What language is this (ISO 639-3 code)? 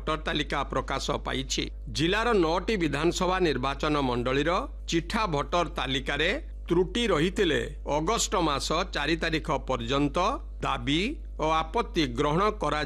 ori